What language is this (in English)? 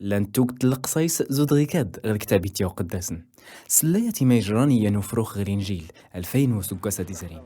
Tachelhit